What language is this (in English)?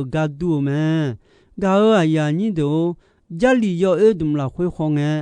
Akha